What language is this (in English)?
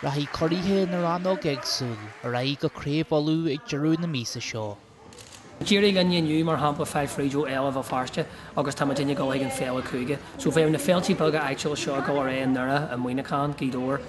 Irish